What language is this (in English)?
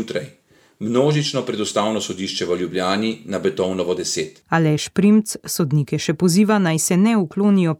Slovenian